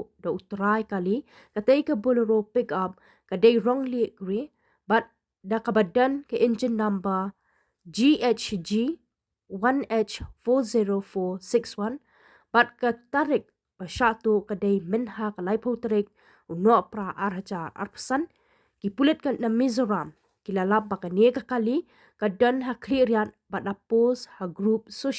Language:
Khasi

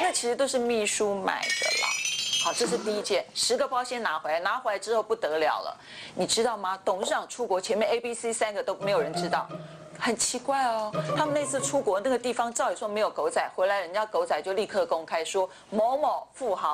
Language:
Chinese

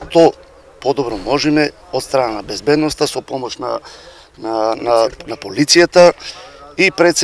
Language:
Macedonian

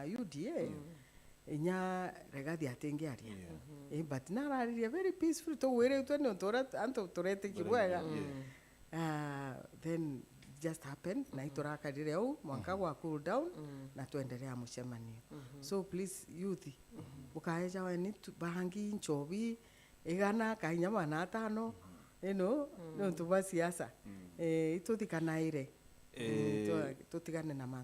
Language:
Meru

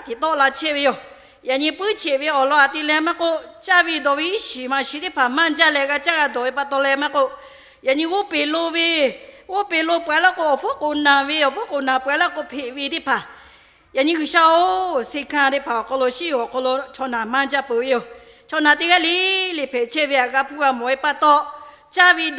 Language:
Lahu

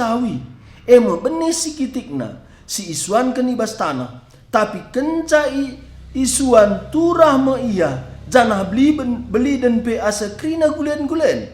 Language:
Batak Karo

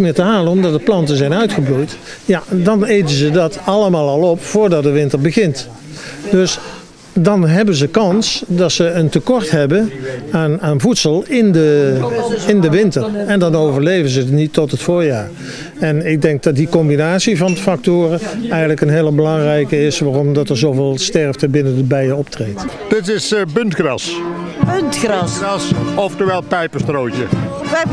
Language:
Dutch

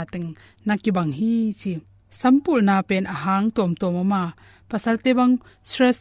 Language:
Tedim Chin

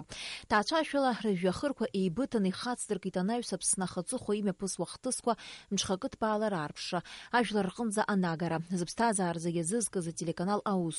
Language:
Abkhazian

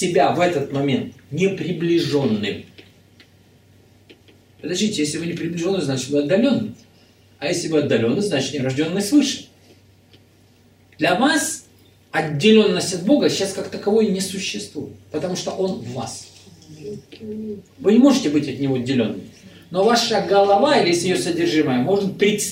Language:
Russian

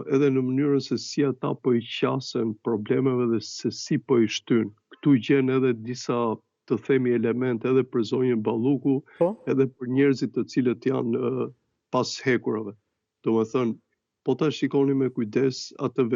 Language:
Albanian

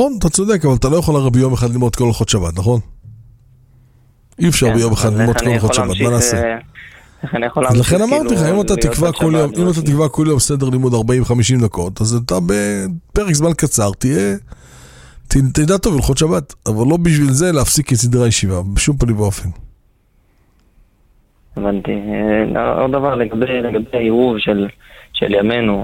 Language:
Hebrew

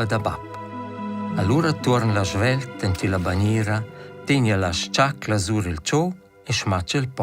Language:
Romansh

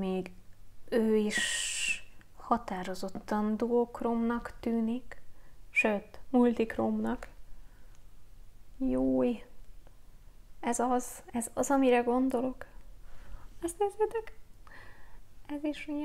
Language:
Hungarian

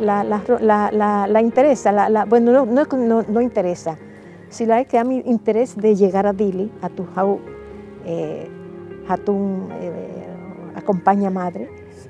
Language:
Tetum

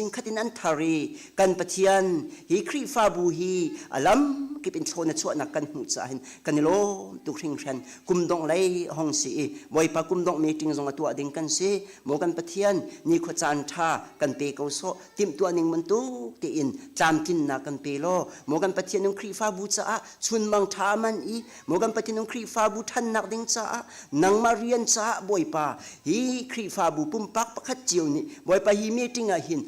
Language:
Hakha Chin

